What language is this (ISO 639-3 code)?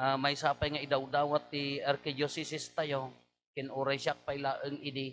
ilo